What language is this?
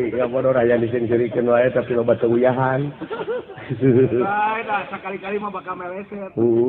Sundanese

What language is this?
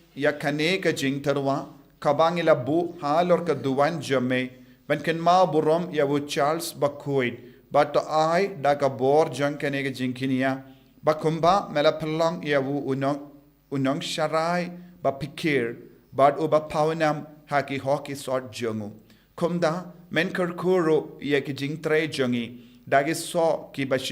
Khasi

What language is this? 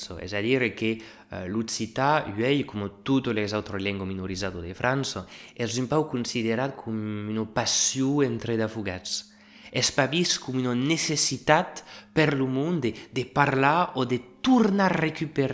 Occitan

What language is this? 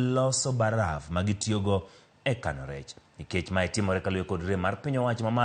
Luo (Kenya and Tanzania)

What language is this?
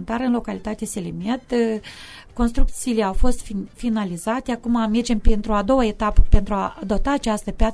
Romanian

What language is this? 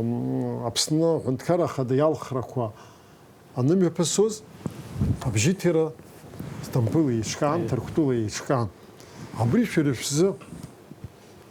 Abkhazian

